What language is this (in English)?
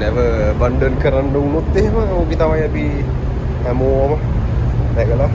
Sinhala